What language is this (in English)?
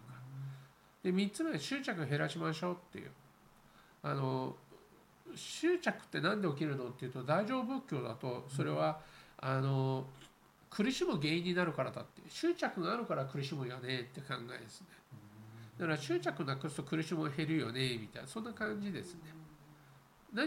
Japanese